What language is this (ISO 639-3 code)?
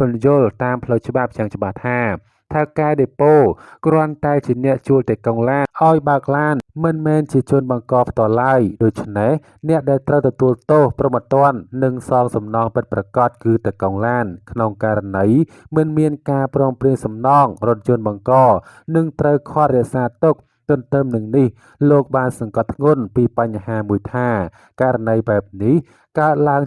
khm